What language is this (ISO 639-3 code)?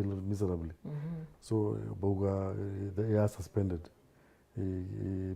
mer